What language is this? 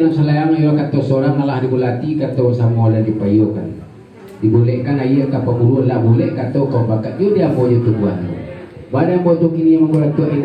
Minangkabau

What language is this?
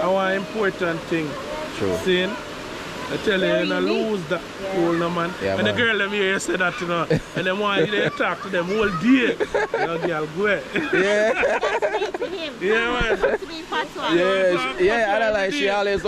Jamaican Creole English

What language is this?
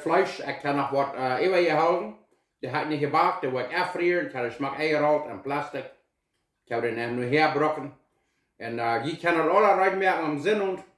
Plautdietsch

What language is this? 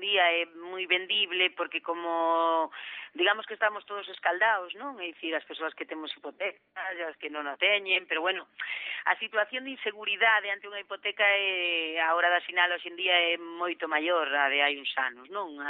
Galician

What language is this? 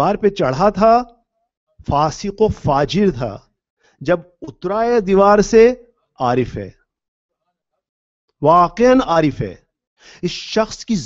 Urdu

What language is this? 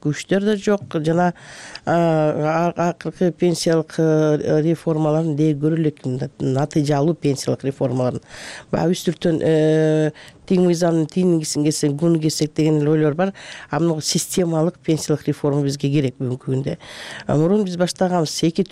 Kyrgyz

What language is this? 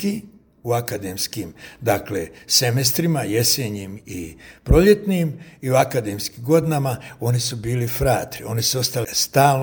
Croatian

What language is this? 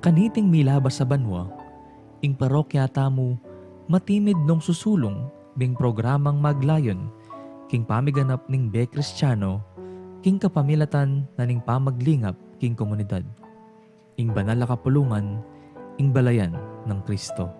Pampanga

